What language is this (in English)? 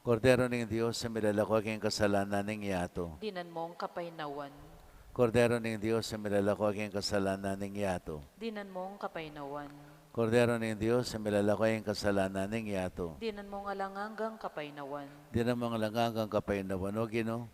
Pampanga